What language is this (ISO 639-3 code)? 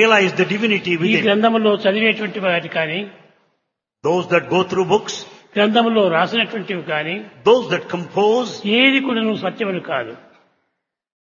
tel